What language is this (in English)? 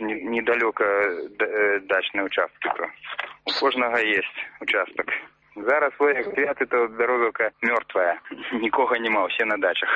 Belarusian